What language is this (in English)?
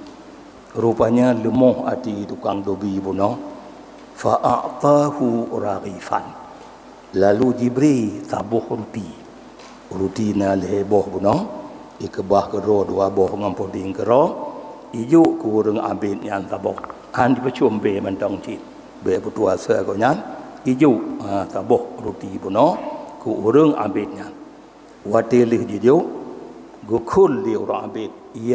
Achinese